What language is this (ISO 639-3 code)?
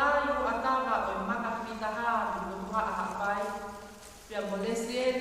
ton